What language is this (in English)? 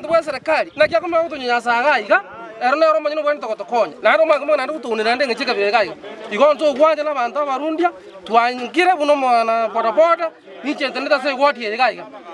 Gusii